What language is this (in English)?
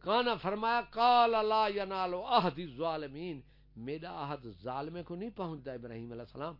Saraiki